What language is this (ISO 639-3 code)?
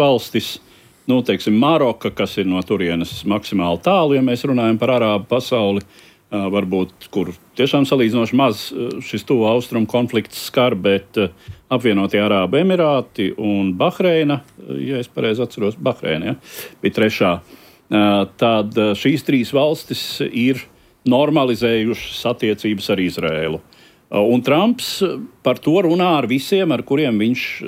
lav